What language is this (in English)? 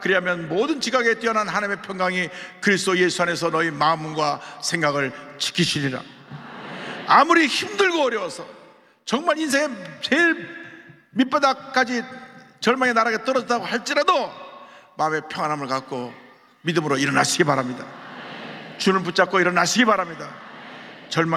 Korean